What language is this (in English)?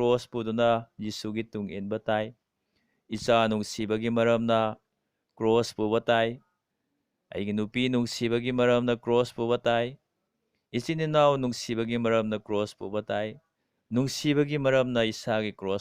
Manipuri